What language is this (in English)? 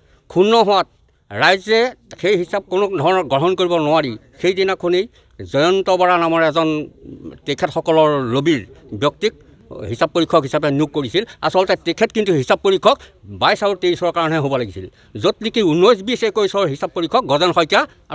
Assamese